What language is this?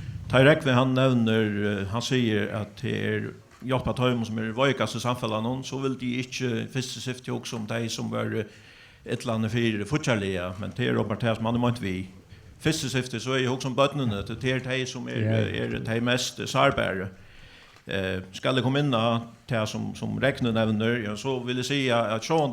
Faroese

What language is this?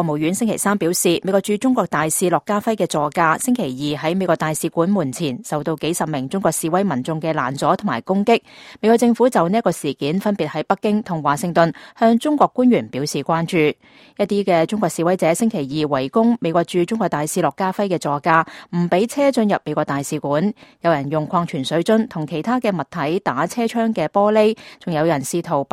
Cantonese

